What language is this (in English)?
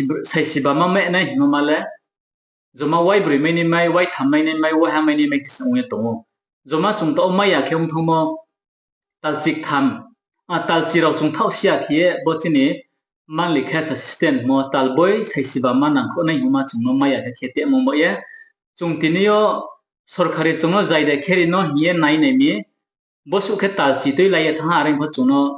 Riang (India)